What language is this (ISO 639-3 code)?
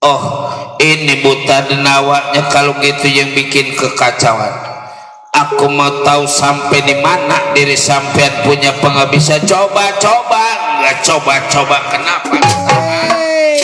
bew